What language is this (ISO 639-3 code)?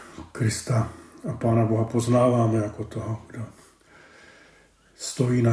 ces